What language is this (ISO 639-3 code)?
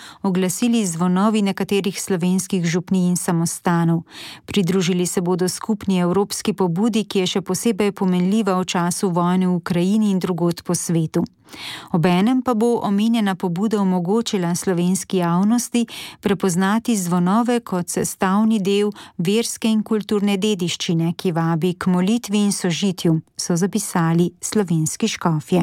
slv